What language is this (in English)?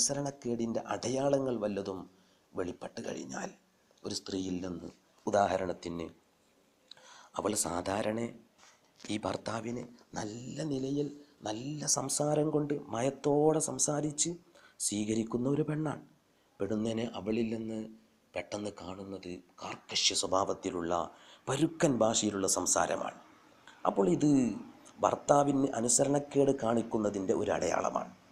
Malayalam